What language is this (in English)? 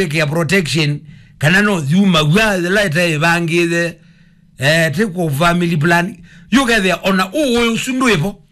Kamba